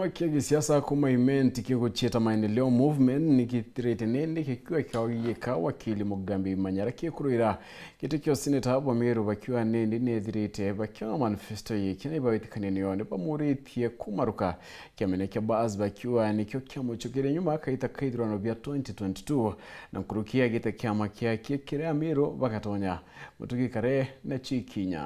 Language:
Meru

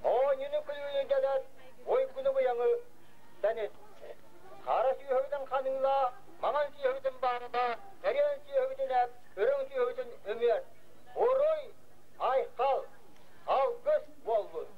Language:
Yakut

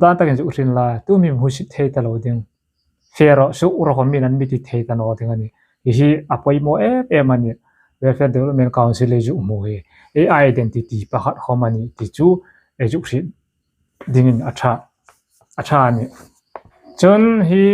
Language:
Hmar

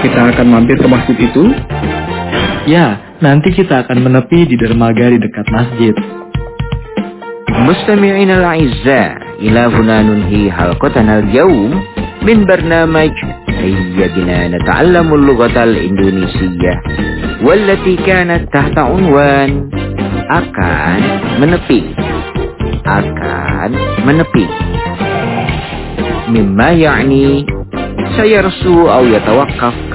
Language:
Indonesian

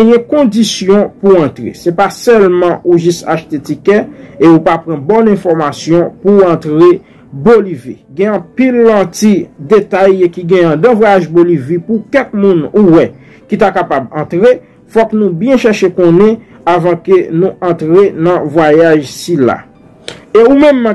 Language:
Haitian Creole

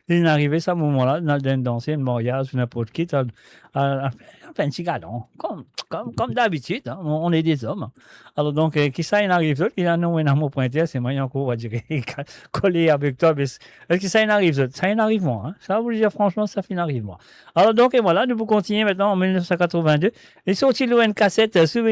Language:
Morisyen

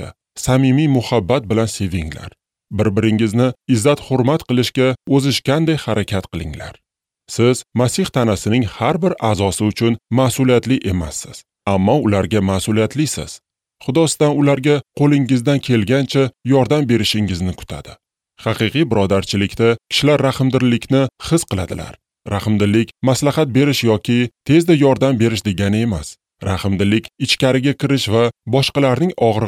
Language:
Uzbek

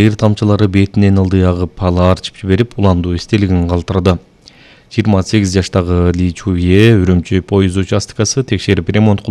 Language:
Kyrgyz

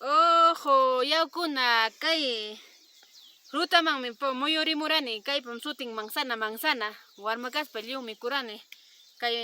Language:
Ayacucho Quechua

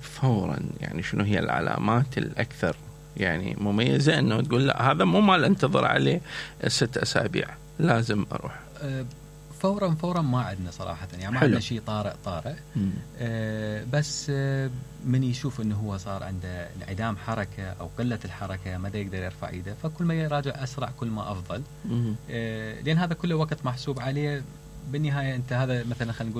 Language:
Mesopotamian Arabic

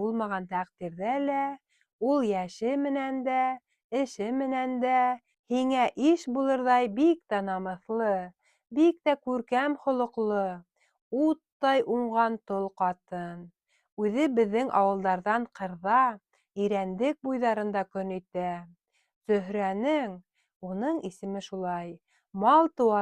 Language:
Bashkir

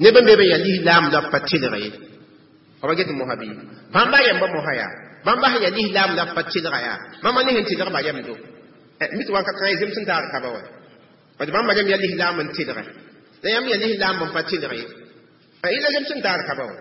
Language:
Mossi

